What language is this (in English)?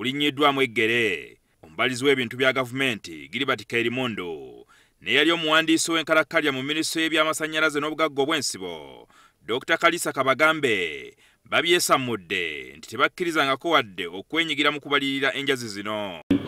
Ganda